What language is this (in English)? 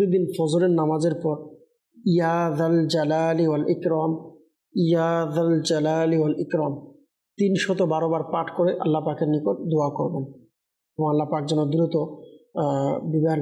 Bangla